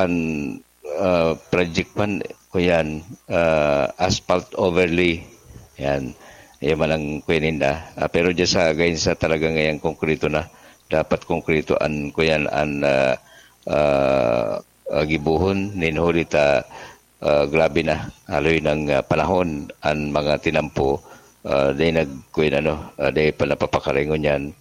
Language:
Bikol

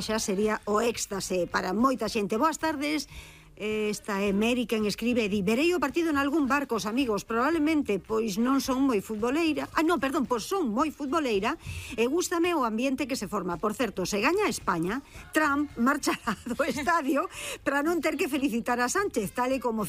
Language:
Galician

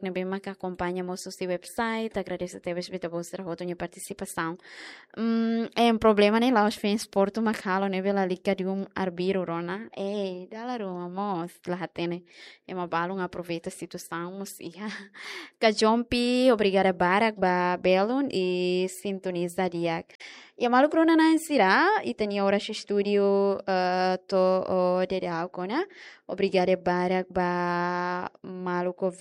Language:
Tetum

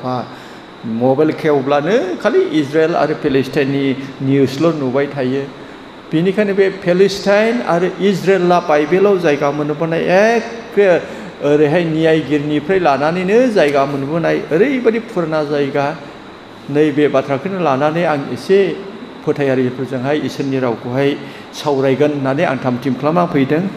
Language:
Bodo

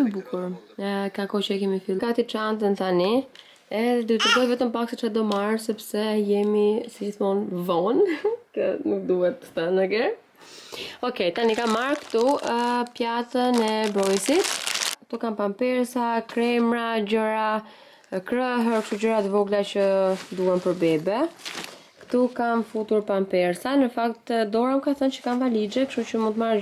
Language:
Albanian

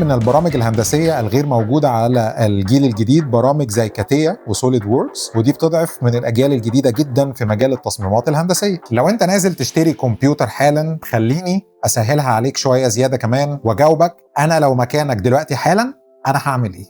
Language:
Egyptian Arabic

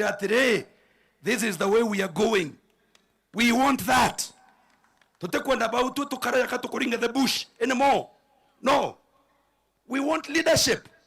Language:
Meru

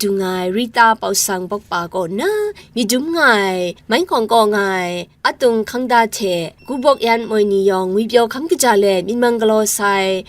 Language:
Kachin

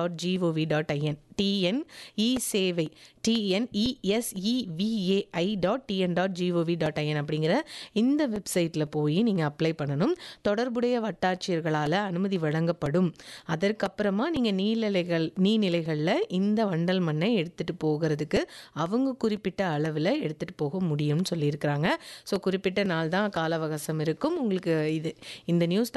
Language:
Tamil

